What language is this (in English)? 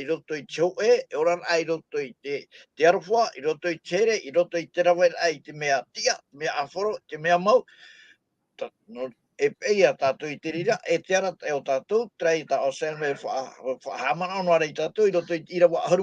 Tahitian